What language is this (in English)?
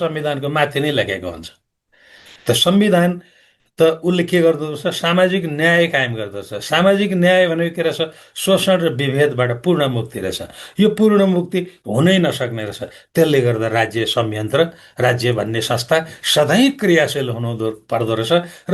Nepali